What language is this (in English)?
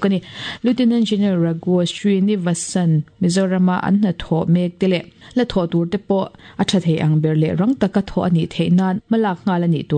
Mizo